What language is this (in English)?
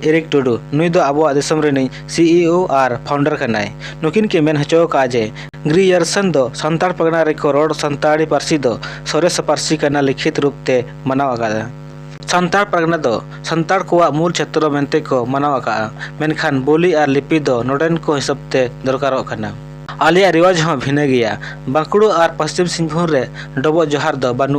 Santali